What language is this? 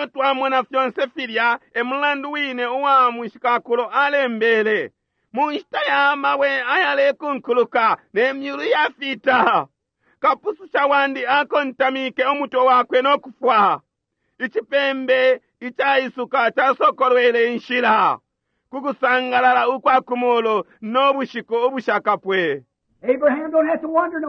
Bemba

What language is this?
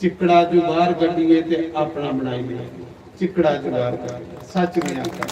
Dogri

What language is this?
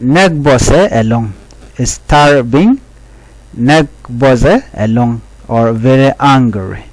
Nuer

